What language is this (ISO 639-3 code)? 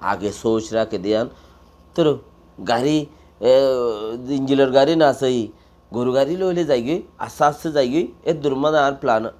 rhg